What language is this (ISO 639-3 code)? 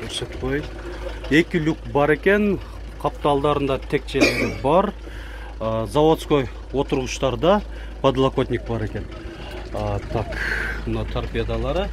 kir